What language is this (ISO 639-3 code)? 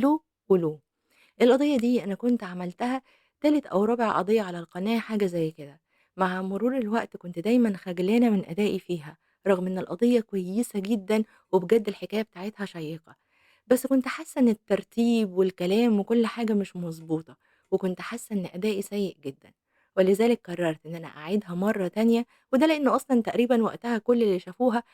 arz